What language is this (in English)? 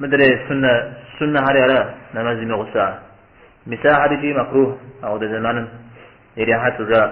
Kabardian